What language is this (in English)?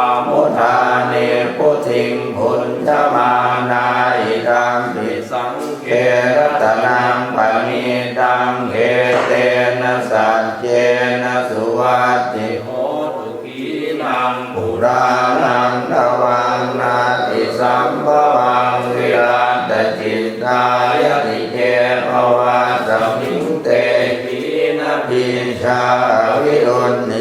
Pali